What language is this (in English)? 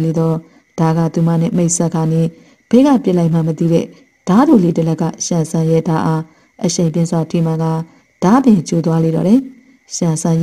Burmese